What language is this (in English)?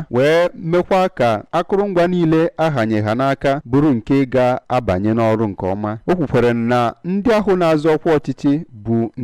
Igbo